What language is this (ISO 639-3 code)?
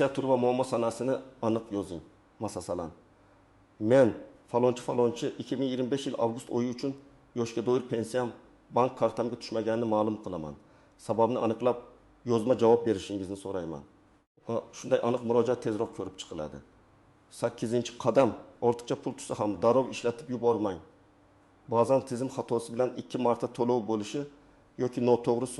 uzb